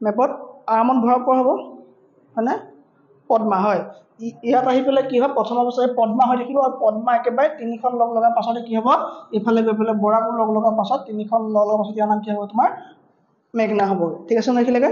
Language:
Assamese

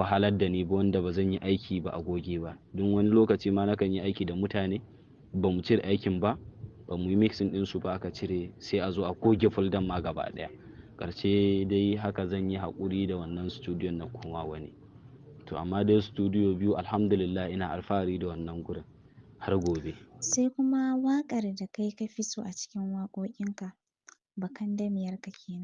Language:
Hausa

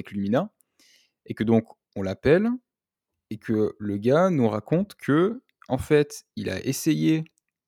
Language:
French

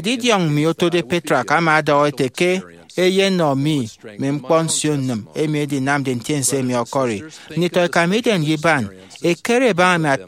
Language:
Efik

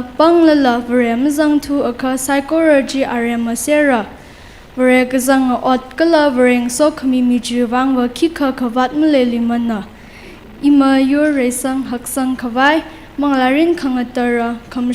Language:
Tangkhul Naga (India)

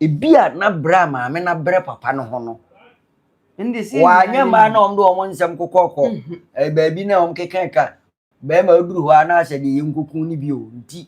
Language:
Akan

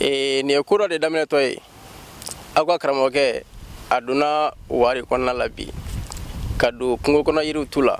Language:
Bambara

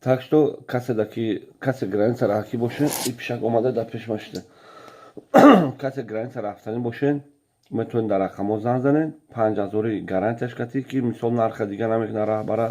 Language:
Tajik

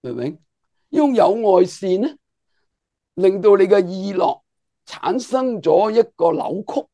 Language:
Cantonese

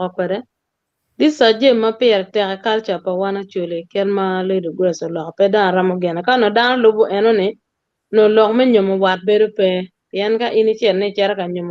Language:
Acoli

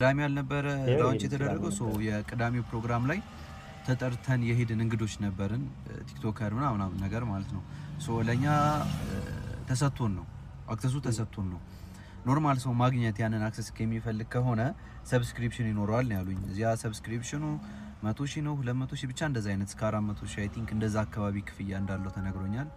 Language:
Amharic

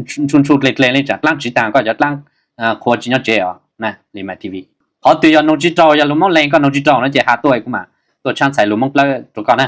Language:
Hmong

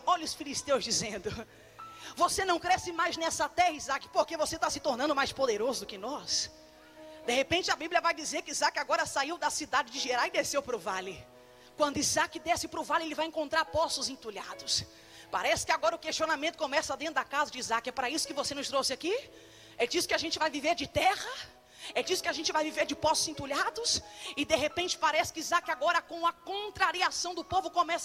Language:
Portuguese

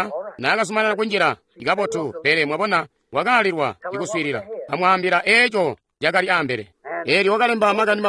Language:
Tonga (Zambia)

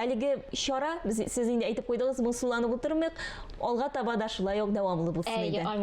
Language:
Tatar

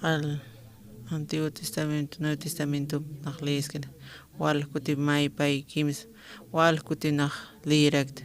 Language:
Aymara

